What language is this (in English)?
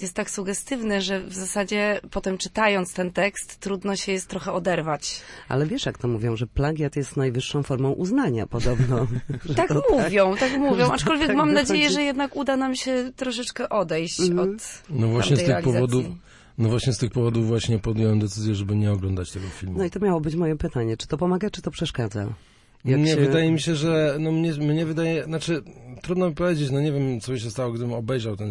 Polish